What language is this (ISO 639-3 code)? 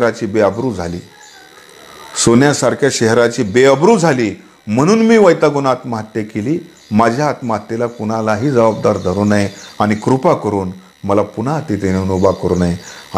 mar